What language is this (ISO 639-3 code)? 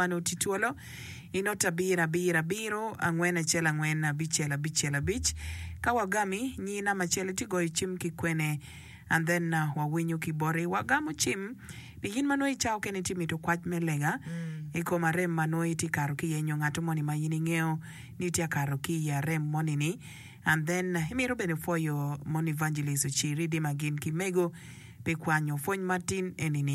ach